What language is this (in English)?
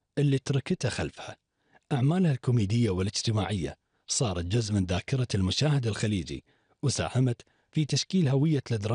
Gulf Arabic